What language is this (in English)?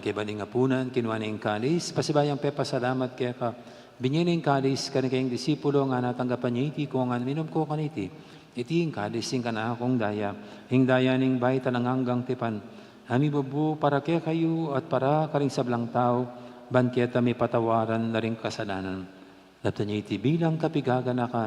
Pampanga